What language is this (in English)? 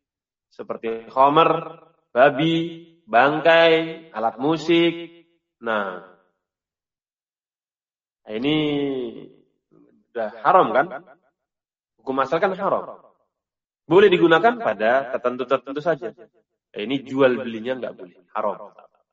Indonesian